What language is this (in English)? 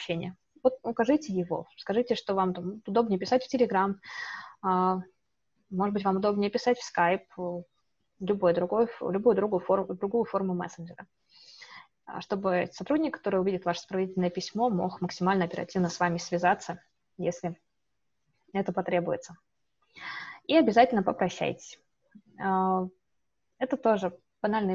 Russian